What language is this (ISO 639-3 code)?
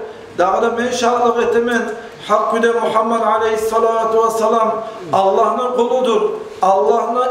kum